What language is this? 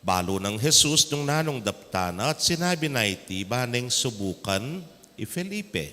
Pampanga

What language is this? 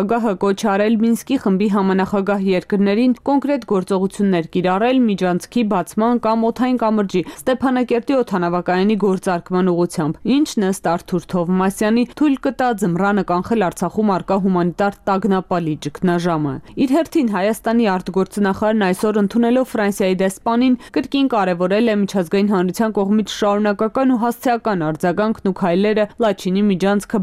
Armenian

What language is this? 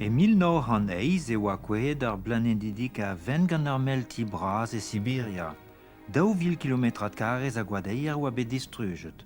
Breton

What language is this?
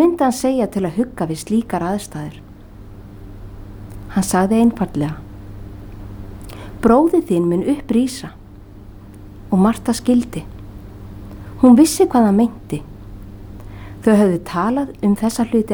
Icelandic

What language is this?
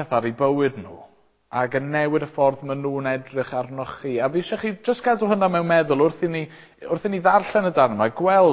Welsh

